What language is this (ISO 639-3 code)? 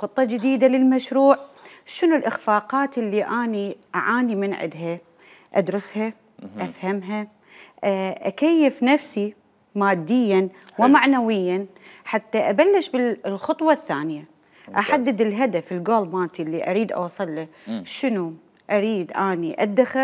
acm